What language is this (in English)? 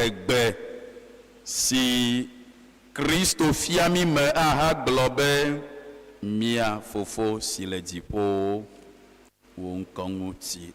Ewe